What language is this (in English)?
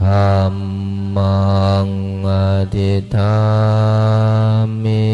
Pali